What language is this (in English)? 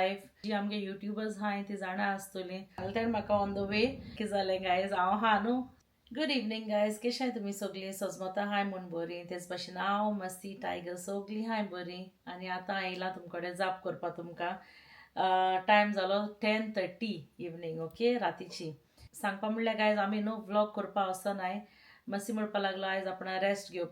Konkani